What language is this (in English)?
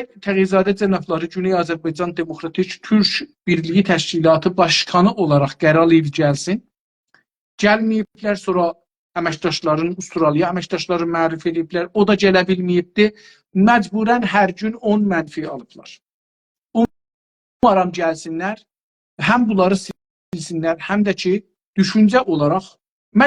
South Azerbaijani